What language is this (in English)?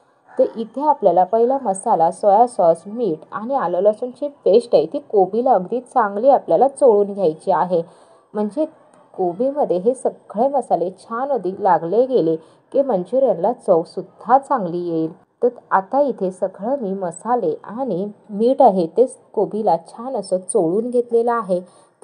Marathi